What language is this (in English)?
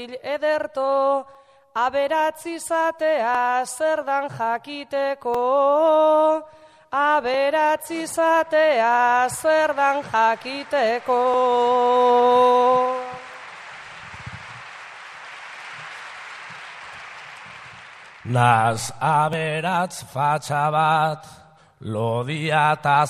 Basque